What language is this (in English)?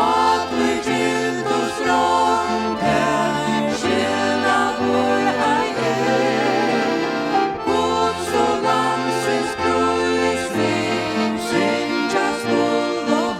Faroese